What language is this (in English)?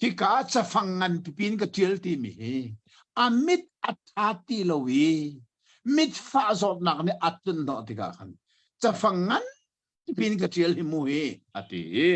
Hakha Chin